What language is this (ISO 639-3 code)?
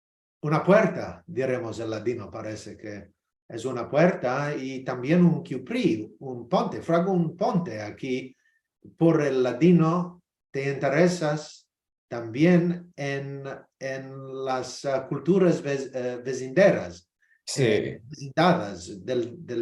lad